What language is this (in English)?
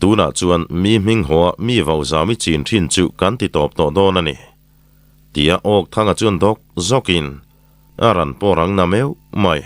Mizo